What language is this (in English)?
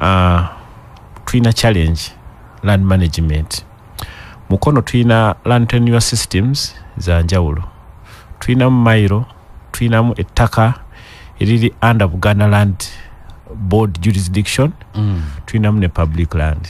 Ganda